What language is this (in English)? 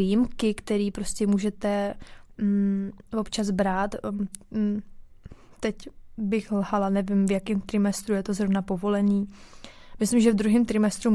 Czech